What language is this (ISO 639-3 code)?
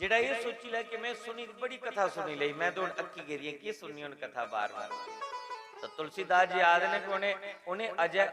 doi